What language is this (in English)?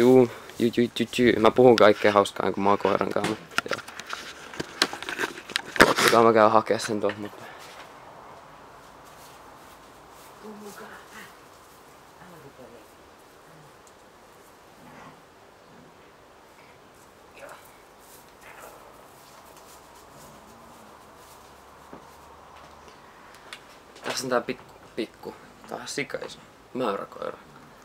Finnish